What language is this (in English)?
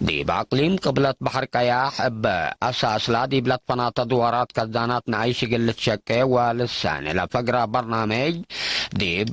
Tigre